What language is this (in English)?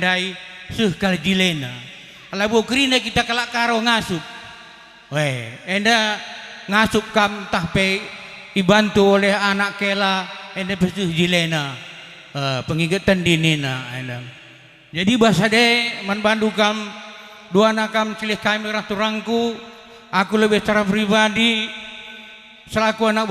Batak Karo